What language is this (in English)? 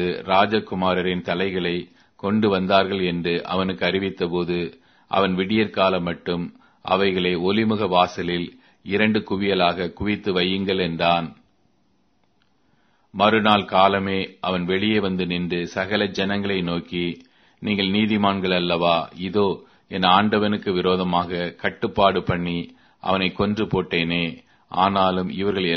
Tamil